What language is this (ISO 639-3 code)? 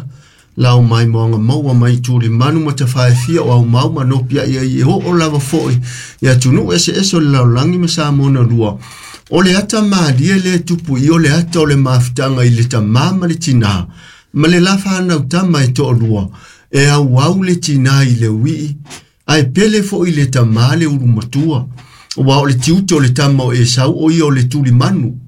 smo